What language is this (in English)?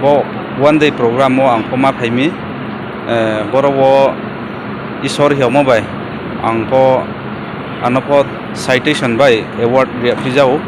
Riang (India)